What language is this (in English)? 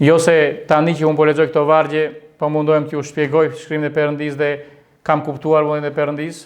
Albanian